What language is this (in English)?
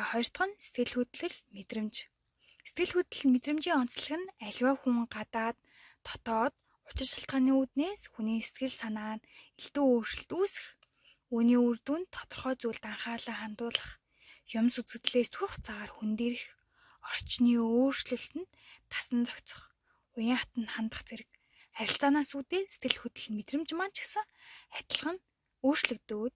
Mongolian